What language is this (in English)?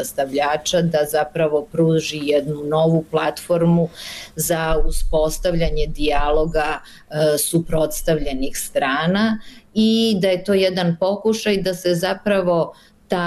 Serbian